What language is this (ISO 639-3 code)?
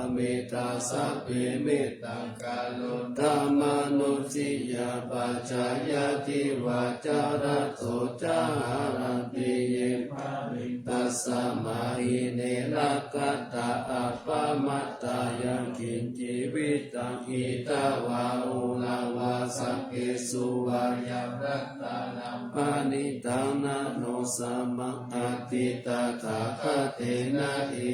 pli